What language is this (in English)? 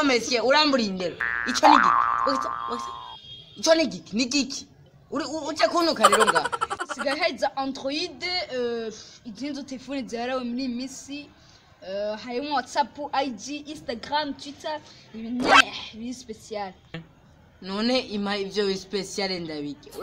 Rundi